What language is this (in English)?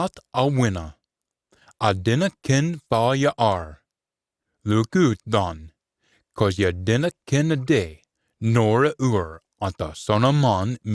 Scots